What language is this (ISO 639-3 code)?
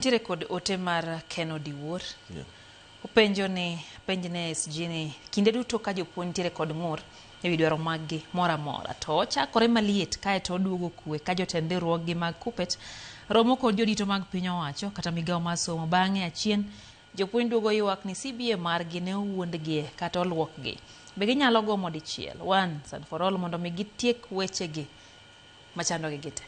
luo